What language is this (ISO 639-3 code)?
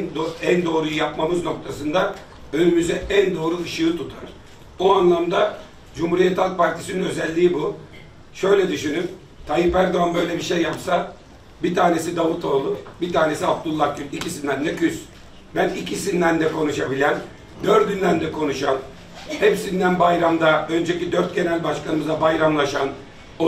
tur